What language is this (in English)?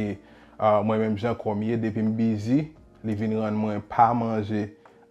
Haitian Creole